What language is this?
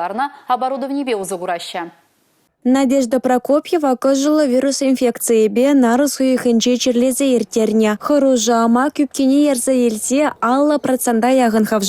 Chuvash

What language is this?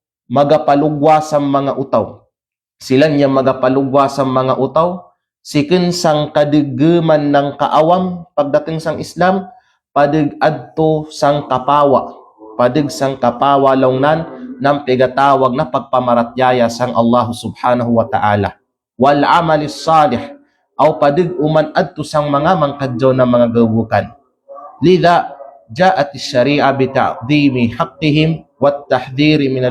Kalagan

